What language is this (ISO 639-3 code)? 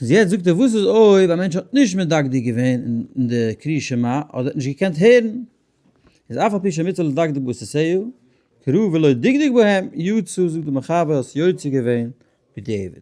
yid